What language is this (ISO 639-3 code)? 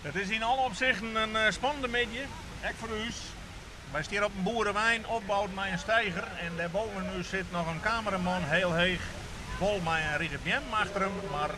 fry